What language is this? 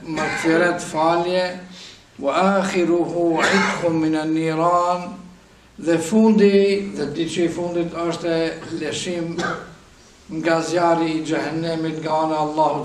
Albanian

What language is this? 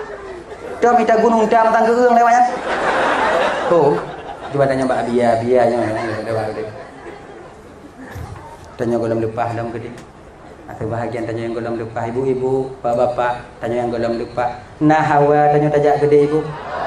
Achinese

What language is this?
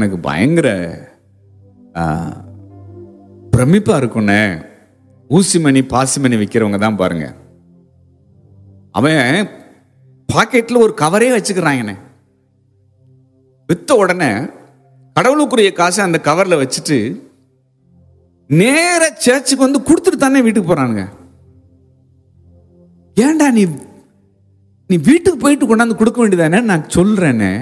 Tamil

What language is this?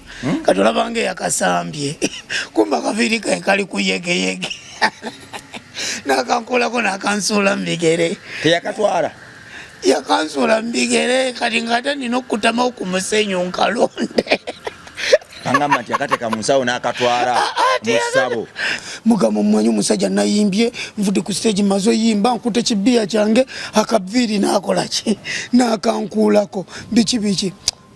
Ganda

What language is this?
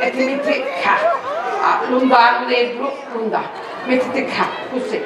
Sicilian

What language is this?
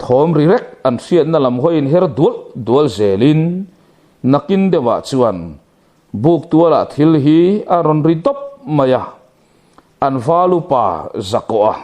Mizo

